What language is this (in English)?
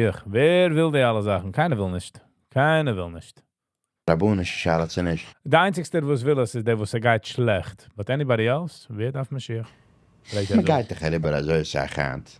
Yiddish